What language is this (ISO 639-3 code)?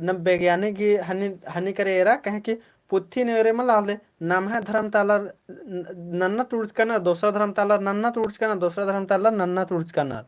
kru